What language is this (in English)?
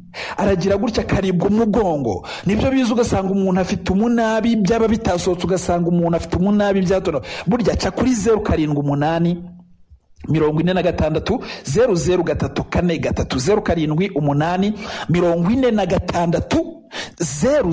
Kinyarwanda